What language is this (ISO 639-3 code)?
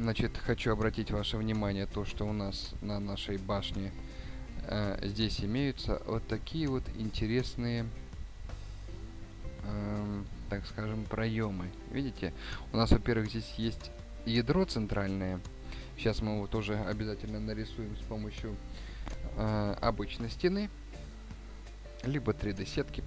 rus